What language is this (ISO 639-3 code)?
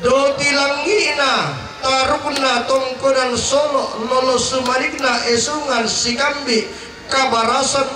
sda